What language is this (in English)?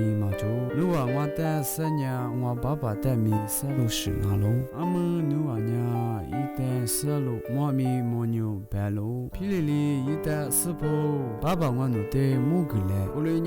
Lisu